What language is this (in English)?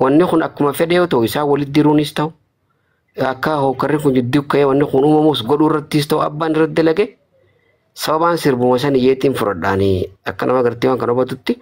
Oromo